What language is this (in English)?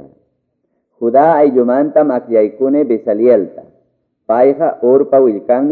Quechua